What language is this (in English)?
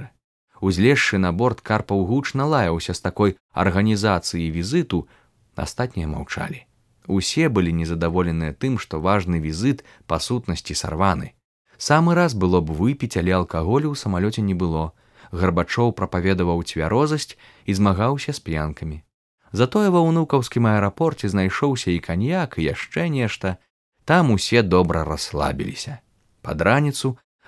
Belarusian